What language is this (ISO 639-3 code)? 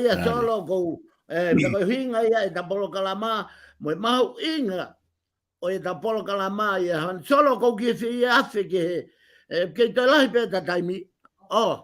ton